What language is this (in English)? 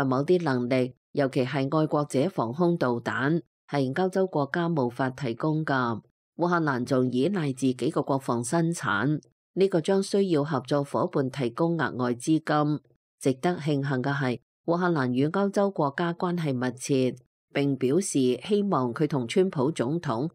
Cantonese